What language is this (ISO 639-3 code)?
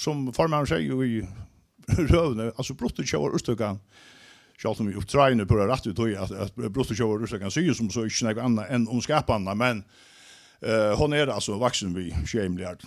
fao